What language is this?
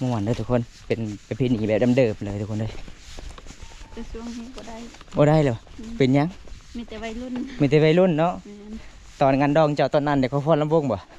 Lao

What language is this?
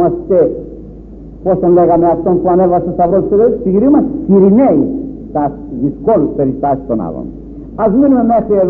Greek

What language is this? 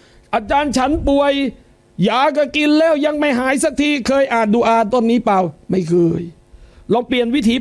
Thai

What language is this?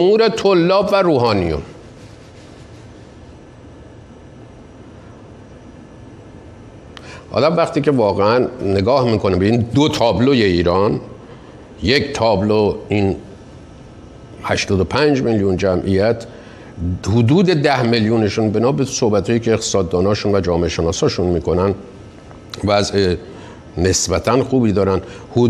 Persian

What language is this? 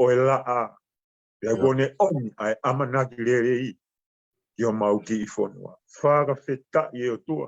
Tongan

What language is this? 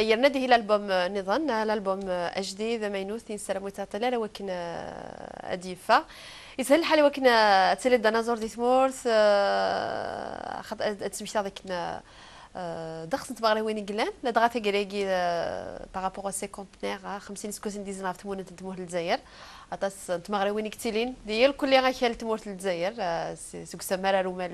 Kabyle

